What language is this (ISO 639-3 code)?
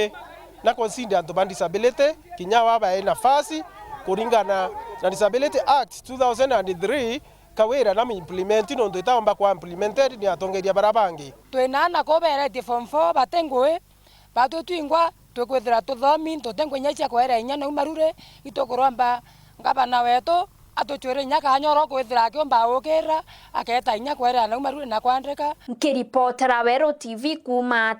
mer